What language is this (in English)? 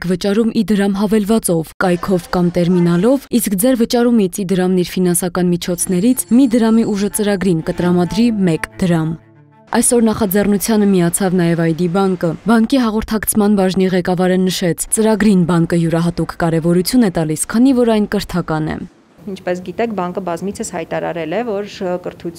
Armenian